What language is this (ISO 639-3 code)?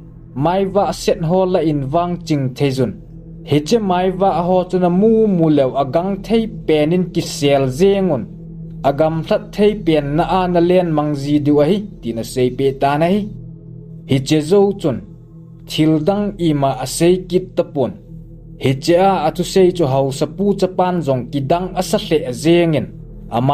tcz